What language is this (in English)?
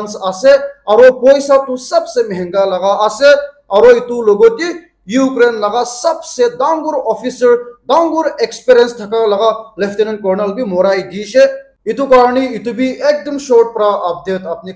Naga Pidgin